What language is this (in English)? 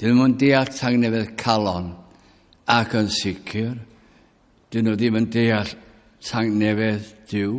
Welsh